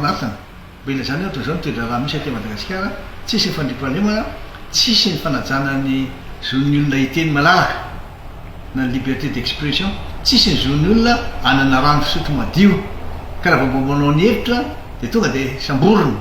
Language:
Malagasy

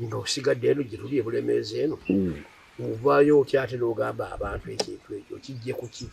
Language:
Ganda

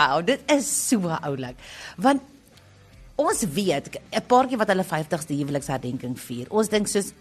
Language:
Afrikaans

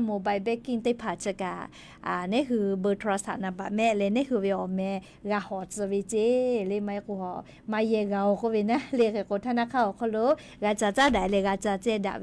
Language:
Lahu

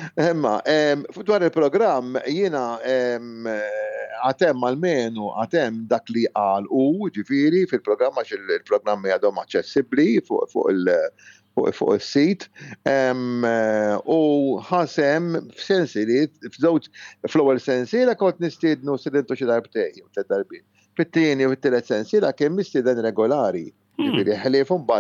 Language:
Maltese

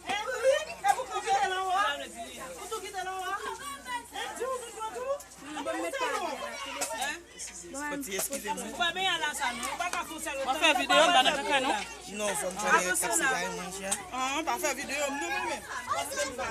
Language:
Haitian Creole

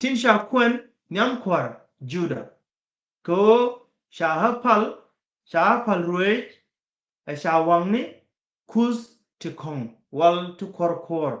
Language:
Nuer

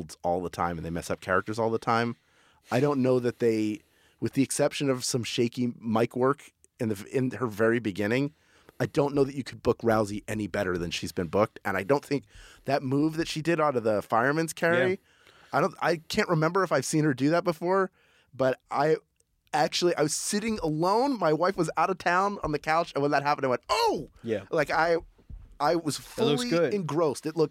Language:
English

